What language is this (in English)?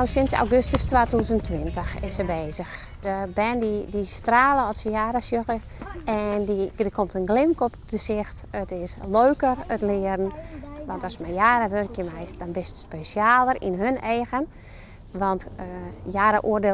Western Frisian